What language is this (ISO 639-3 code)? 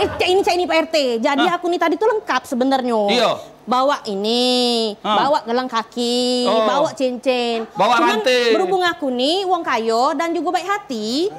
mui